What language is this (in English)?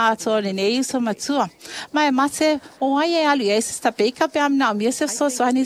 Samoan